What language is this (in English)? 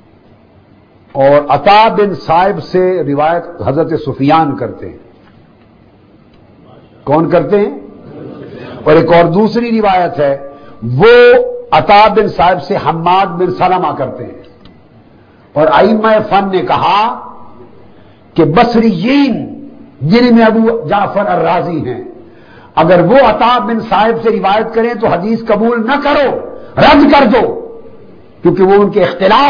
Urdu